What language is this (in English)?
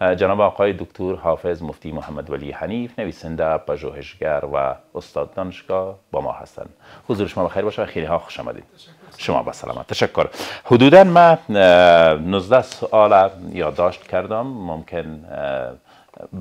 Persian